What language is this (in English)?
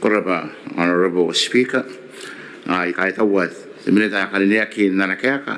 Gilbertese